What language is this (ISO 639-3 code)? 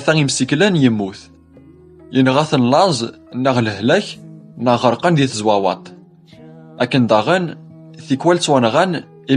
kab